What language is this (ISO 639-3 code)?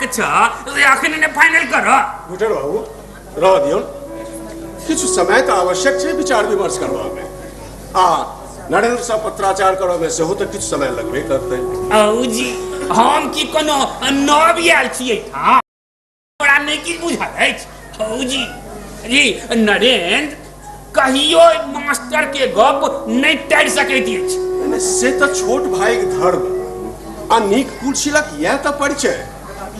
mai